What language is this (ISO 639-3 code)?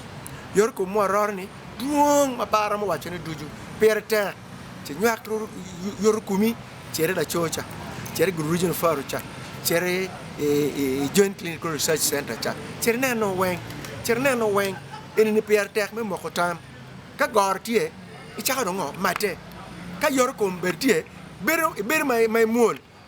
ach